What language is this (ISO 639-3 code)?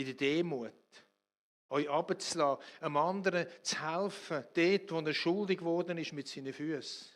gsw